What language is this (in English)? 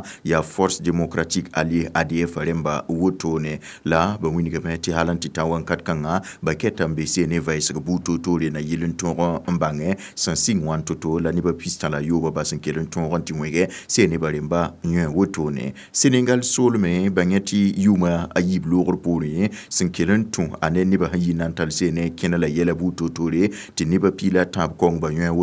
Mossi